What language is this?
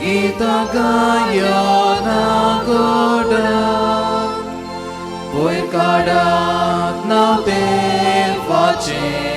Konkani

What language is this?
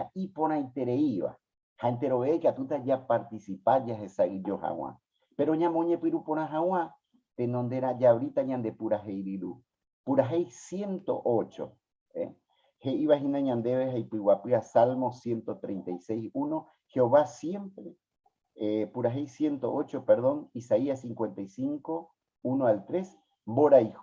Guarani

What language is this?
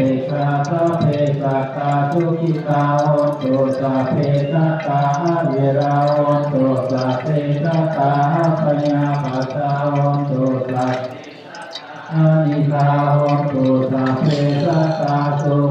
Pali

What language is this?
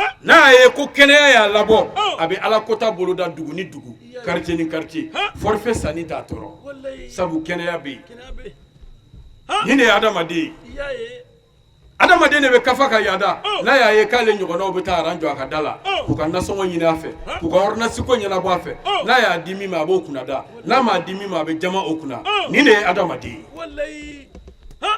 Bambara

